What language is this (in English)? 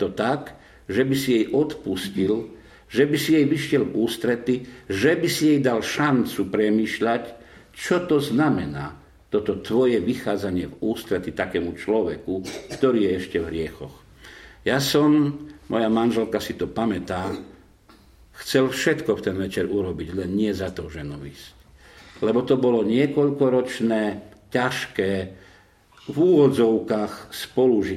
Slovak